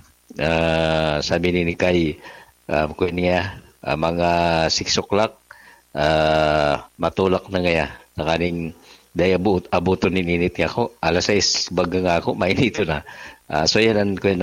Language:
Bikol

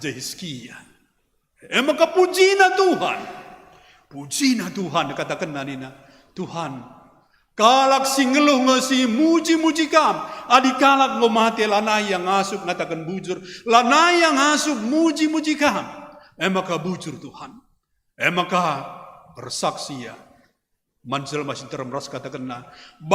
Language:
Batak Karo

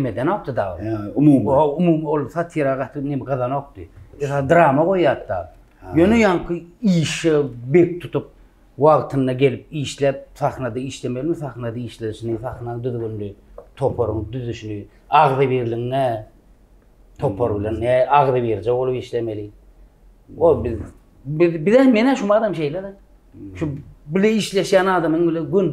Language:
Turkmen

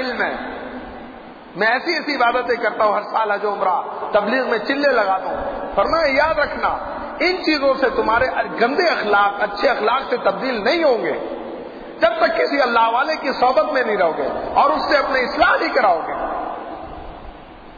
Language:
Urdu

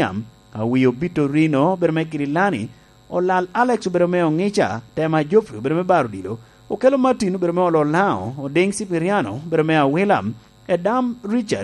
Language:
Lango (Uganda)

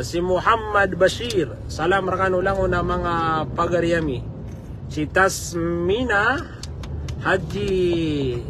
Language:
Maranao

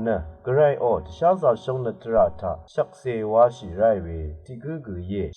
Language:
Rawang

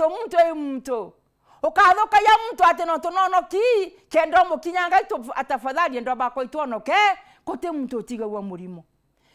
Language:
Meru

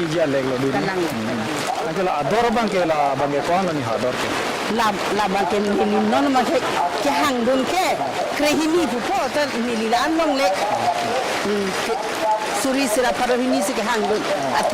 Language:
Karbi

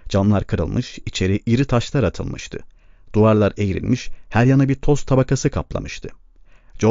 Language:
Turkish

